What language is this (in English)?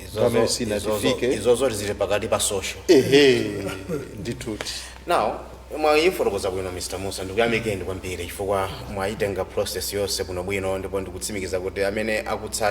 Nyanja